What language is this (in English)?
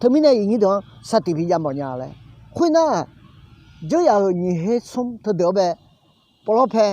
Akha